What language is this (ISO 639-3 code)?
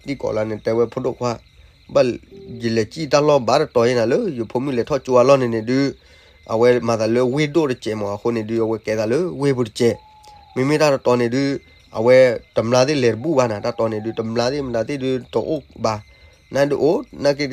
ksw